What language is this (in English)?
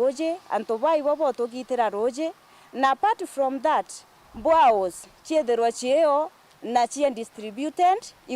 Meru